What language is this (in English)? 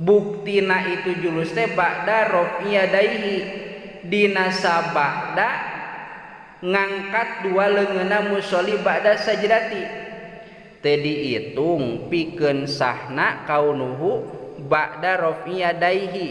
Sundanese